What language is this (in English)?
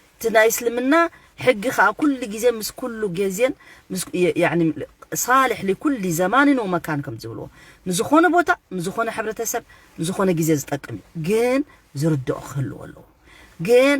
Tigrinya